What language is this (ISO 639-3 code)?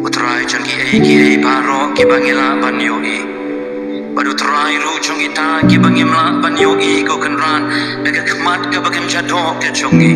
kha